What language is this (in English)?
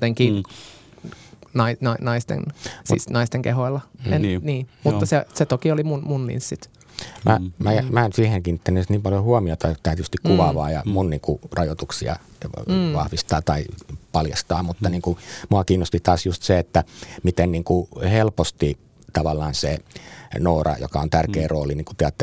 Finnish